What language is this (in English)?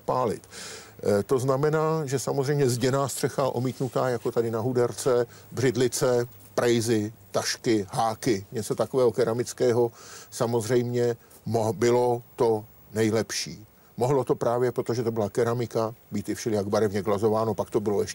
Czech